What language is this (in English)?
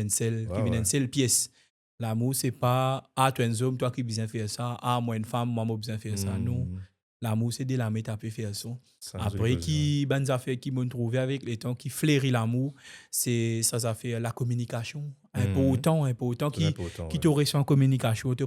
Morisyen